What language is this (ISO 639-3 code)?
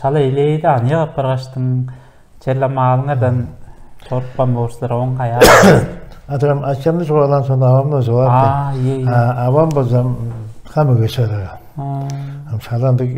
tyv